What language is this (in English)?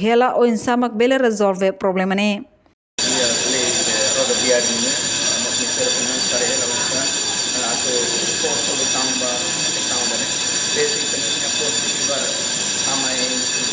Tetum